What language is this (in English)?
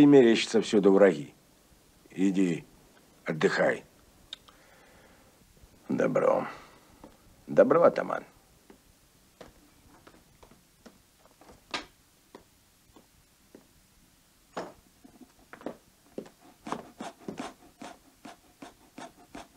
Russian